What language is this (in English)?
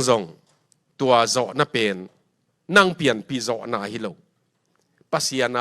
Tedim Chin